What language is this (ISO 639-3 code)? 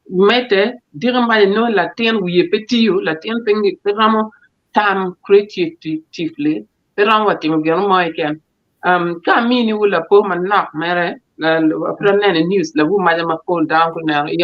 ach